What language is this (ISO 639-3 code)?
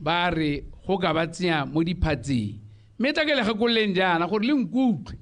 tsn